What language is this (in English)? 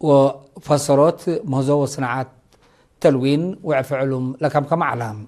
Tigre